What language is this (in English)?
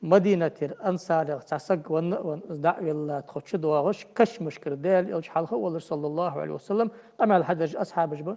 Ingush